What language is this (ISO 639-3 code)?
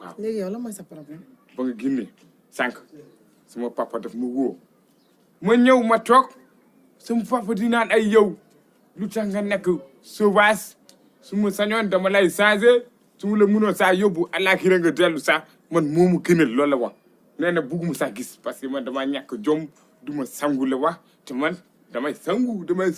wol